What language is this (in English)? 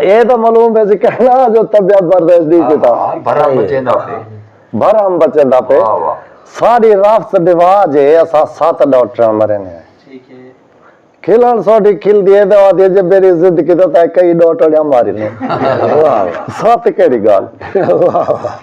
Saraiki